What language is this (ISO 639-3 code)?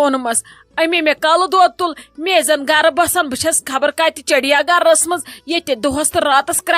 kas